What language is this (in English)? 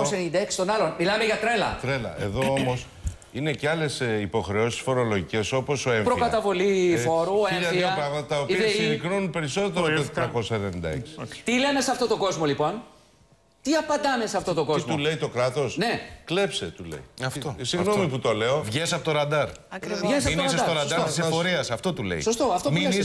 Greek